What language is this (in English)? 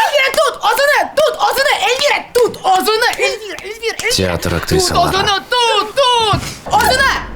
Crimean Tatar